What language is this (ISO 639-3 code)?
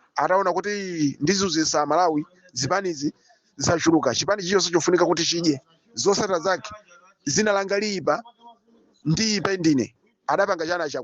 nya